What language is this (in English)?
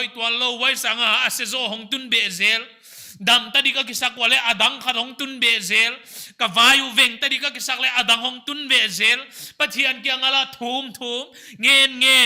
Paite Chin